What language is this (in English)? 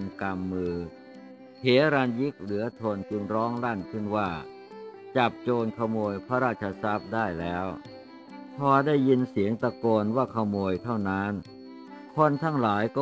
Thai